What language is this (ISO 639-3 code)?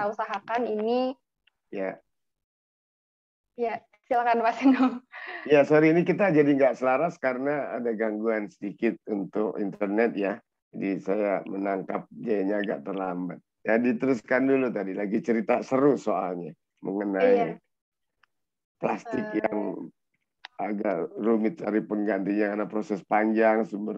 ind